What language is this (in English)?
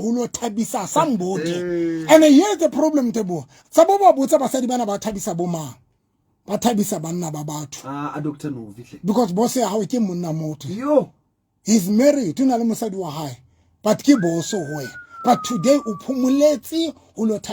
Southern Sotho